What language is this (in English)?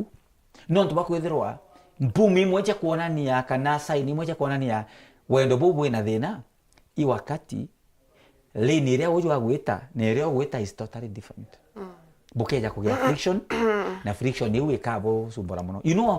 Meru